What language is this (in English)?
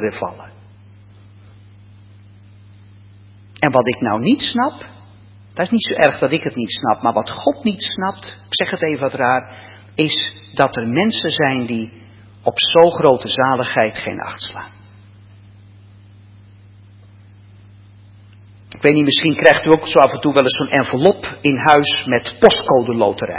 Dutch